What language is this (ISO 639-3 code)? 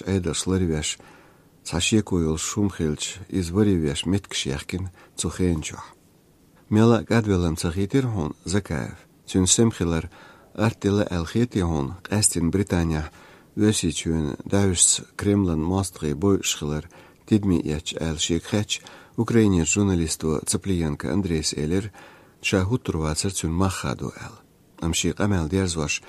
che